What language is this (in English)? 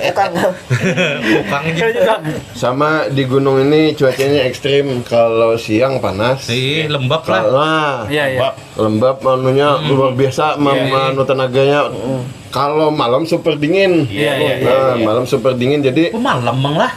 Banjar